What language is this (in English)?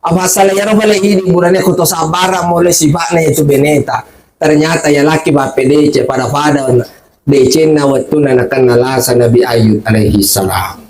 Buginese